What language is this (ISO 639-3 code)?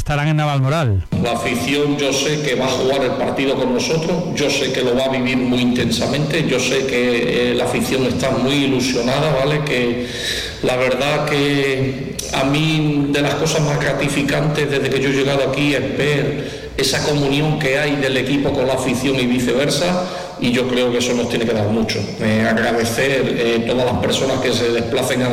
spa